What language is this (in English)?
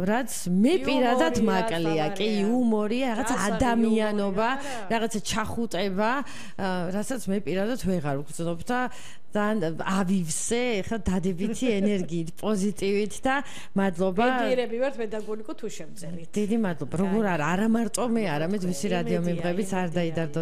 Georgian